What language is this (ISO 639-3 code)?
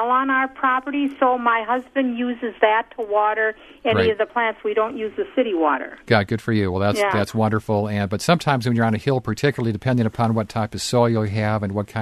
eng